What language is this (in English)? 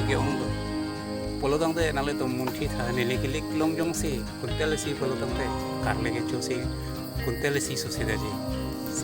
Karbi